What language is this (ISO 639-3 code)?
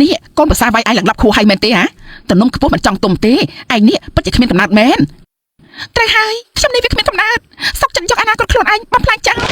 khm